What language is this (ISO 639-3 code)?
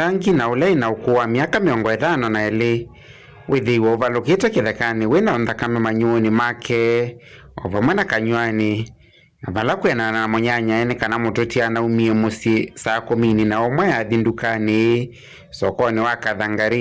kam